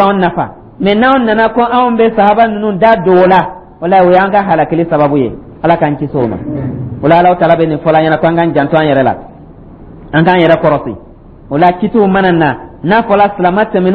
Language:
Dyula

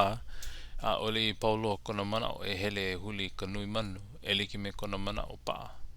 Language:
Hawaiian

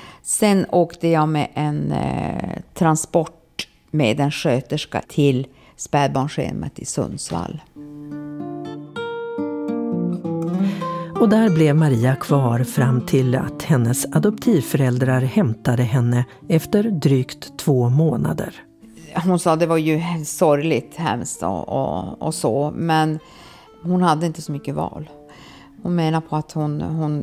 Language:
Swedish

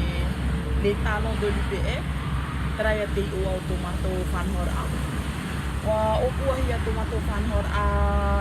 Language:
Tahitian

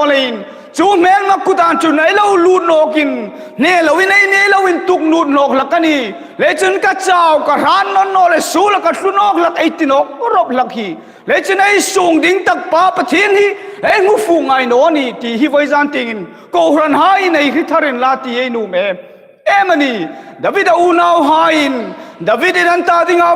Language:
Hmar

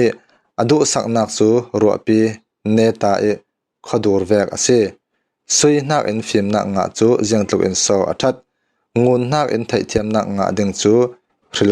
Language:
Falam Chin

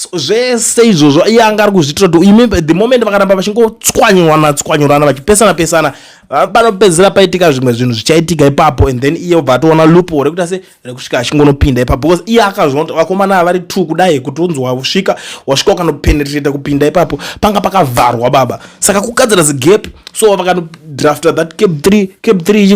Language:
Shona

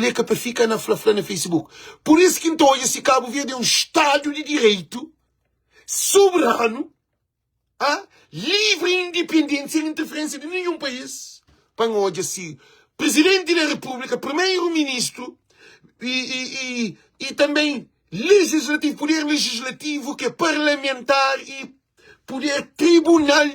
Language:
Kabuverdianu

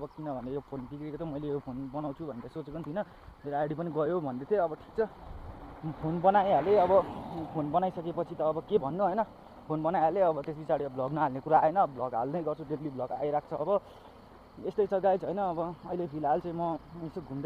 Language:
Nepali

